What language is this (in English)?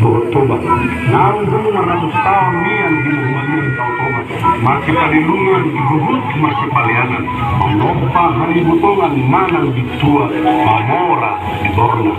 Batak Toba